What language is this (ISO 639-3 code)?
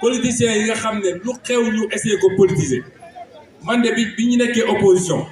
wol